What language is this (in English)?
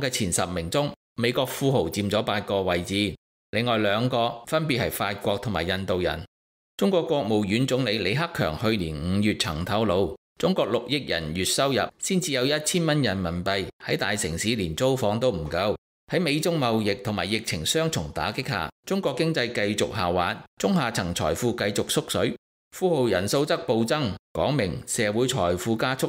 Cantonese